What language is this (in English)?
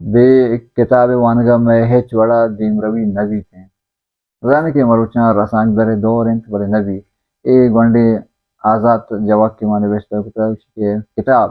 Baluchi